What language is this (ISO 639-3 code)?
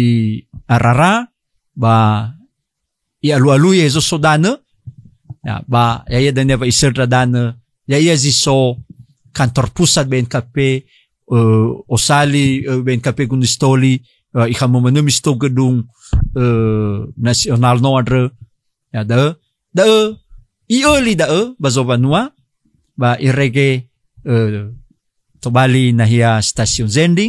nia